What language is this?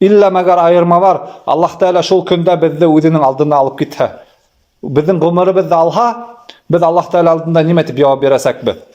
Bashkir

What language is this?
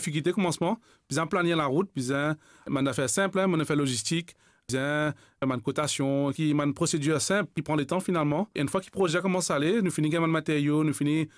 Morisyen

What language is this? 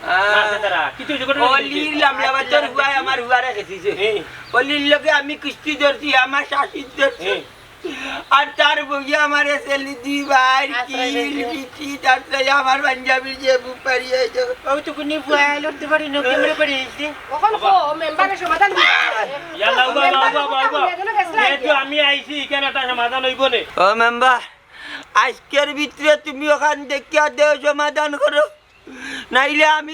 Sylheti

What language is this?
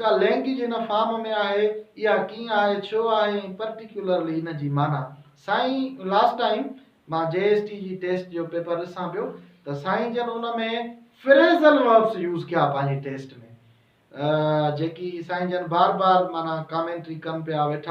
Sindhi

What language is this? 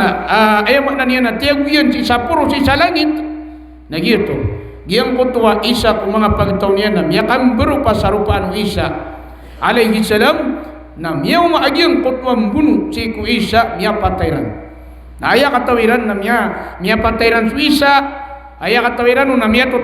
Maranao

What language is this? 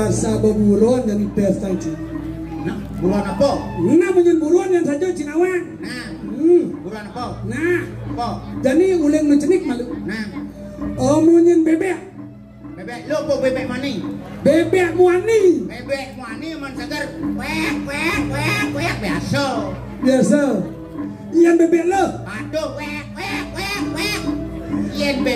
Balinese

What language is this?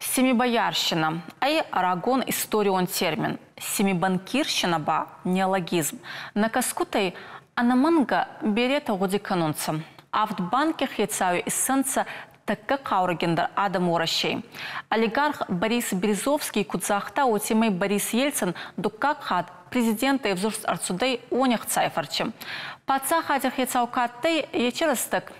Ossetic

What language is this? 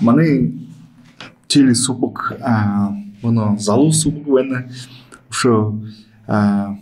Buriat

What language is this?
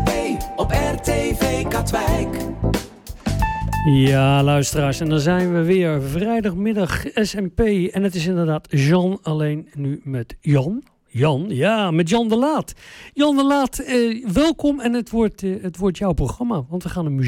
Dutch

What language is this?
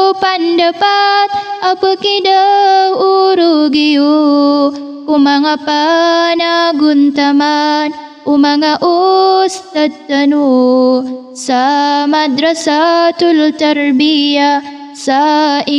Maranao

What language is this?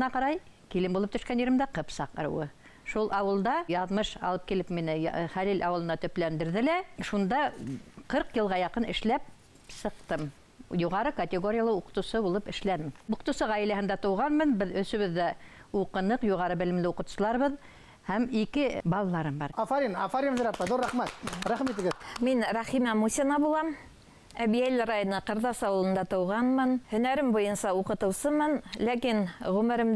Bashkir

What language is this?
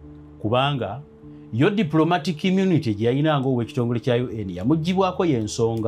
Ganda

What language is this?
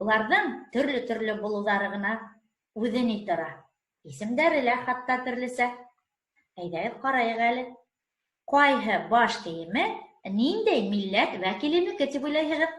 Bashkir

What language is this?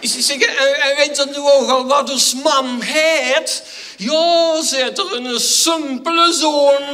Limburgish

